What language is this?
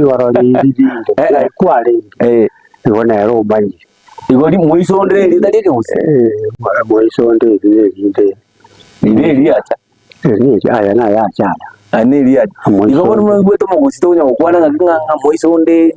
Gusii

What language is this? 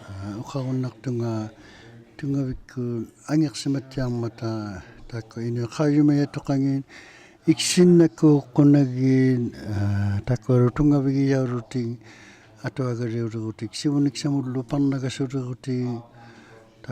Inuktitut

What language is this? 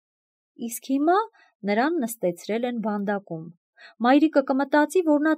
Armenian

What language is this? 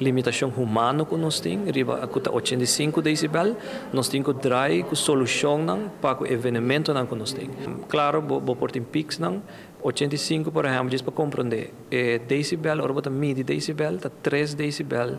Papiamento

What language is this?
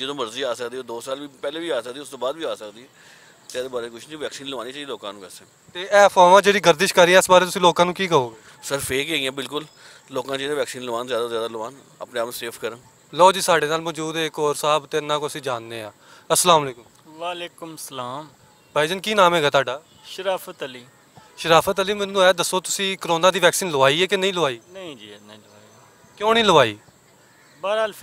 Western Panjabi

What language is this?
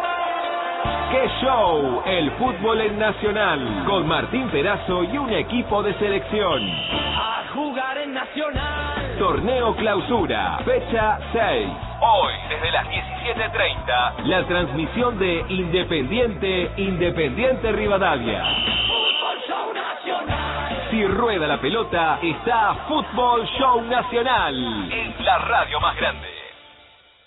Spanish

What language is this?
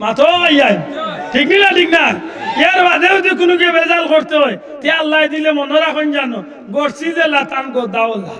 Sylheti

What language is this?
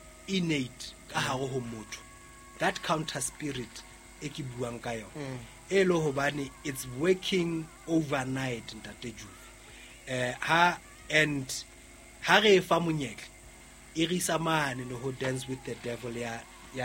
Southern Sotho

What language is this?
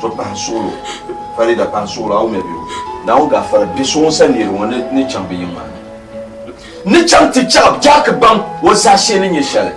Dagbani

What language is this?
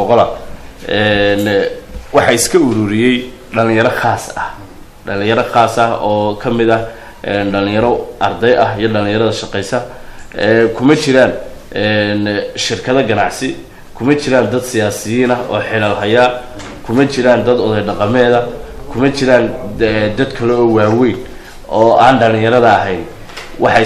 Somali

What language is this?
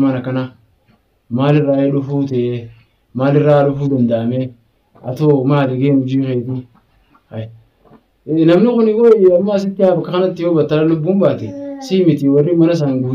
Oromo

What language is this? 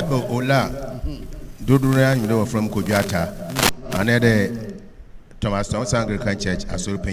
Akan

